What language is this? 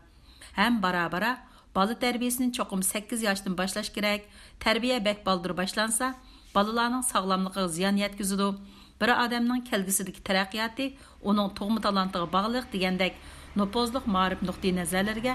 Uyghur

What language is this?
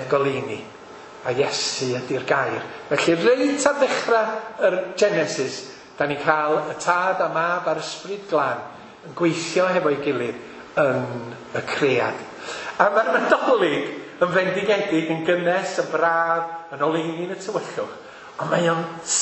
Welsh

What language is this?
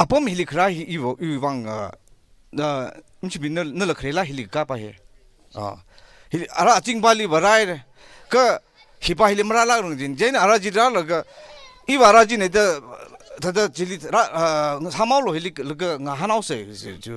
Tangkhul Naga (India)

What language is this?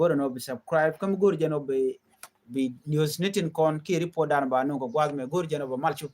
Nuer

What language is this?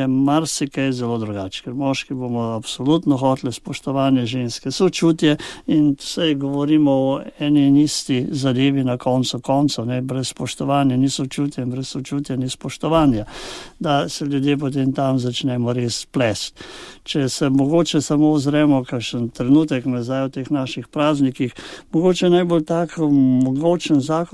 Slovenian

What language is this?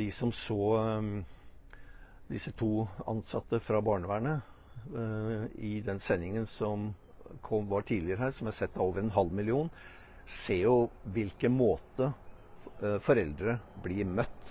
Norwegian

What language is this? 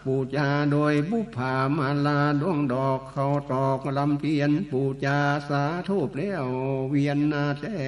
Northern Thai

